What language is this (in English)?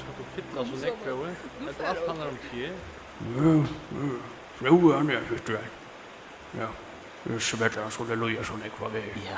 Faroese